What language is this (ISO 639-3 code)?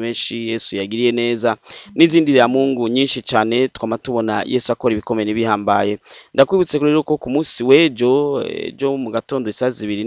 run